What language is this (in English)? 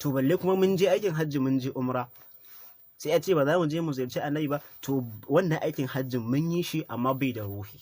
Hausa